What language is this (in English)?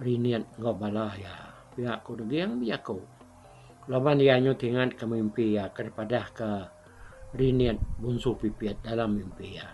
Iban